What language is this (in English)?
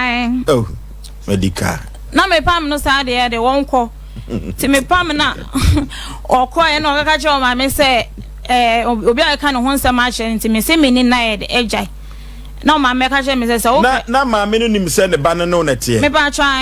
Akan